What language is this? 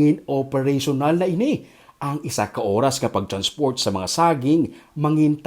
Hiligaynon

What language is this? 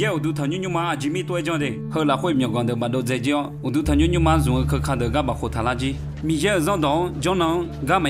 Akha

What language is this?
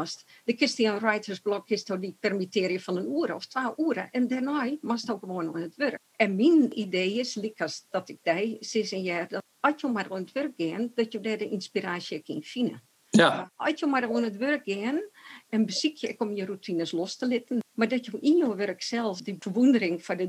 Western Frisian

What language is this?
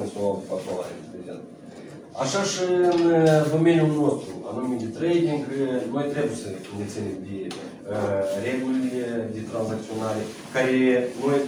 Romanian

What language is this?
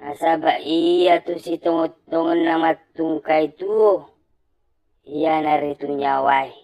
Buginese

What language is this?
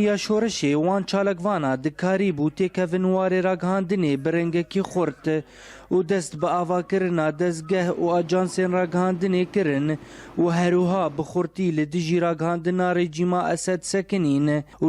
Kurdish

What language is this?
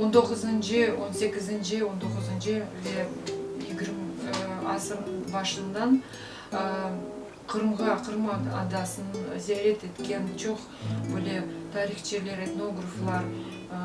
Crimean Tatar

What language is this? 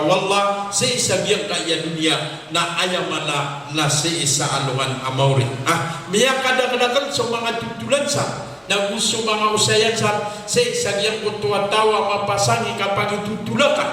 Maranao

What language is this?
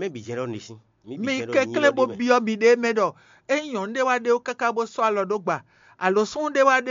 Fon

